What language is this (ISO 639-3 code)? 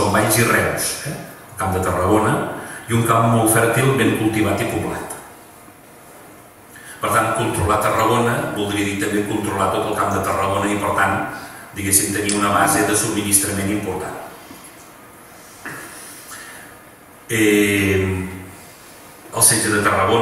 cat